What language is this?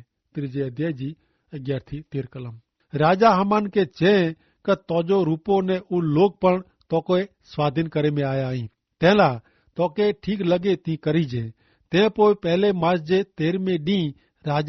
Kachhi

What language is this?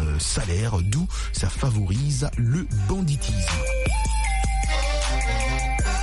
French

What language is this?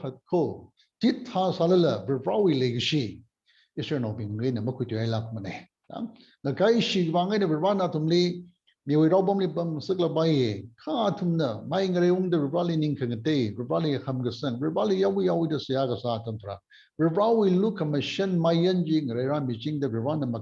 Tangkhul Naga (India)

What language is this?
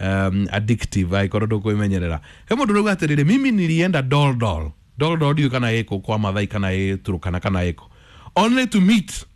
Kikuyu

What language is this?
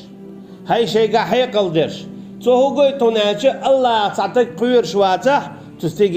Chechen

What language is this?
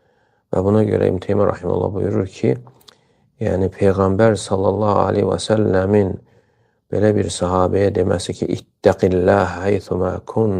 Azerbaijani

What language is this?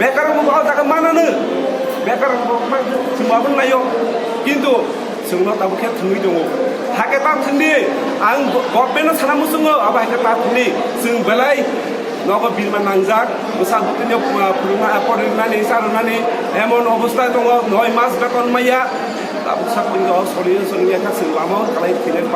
Kok Borok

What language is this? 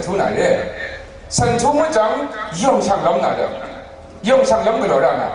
Kachin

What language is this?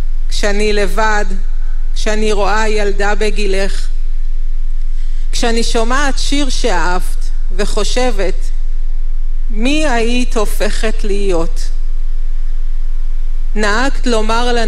Hebrew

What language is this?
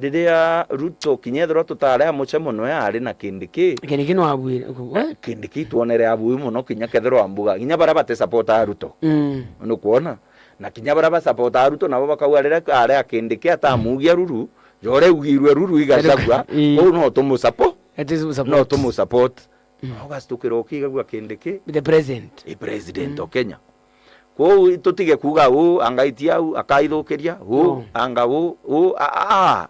Meru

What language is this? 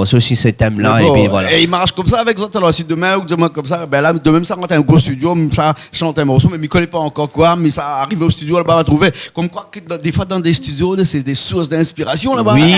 Réunion Creole French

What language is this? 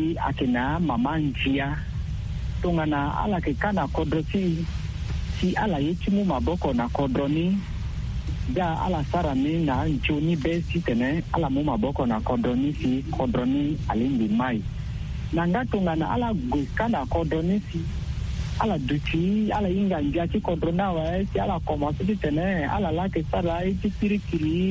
Sango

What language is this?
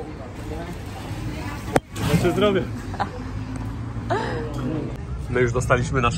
Polish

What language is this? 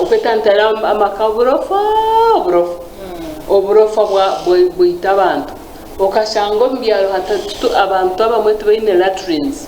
Nyankole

